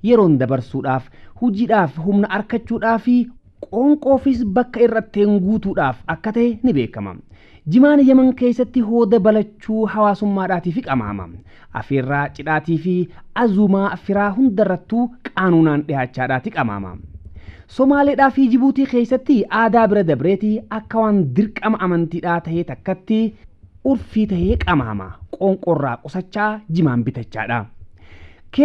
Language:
Oromo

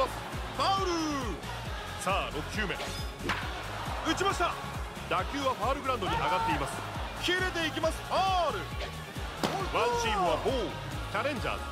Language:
Japanese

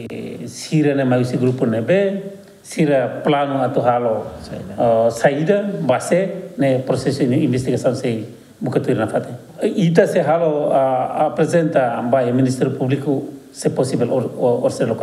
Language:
Tetum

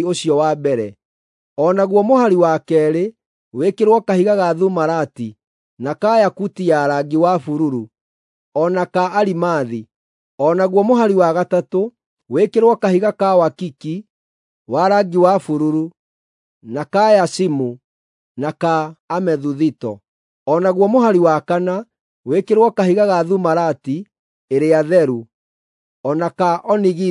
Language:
Kikuyu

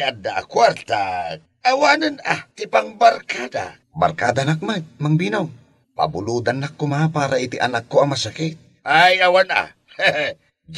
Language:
Iloko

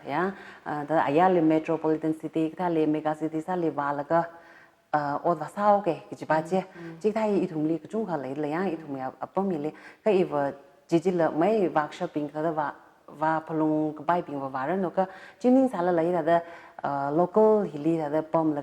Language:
Tangkhul Naga (India)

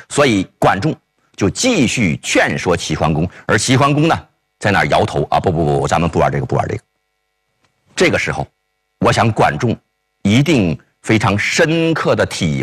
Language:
Chinese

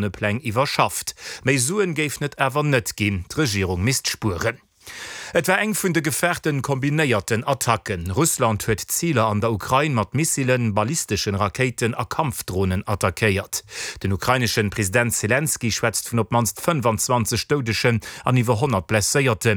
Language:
Luxembourgish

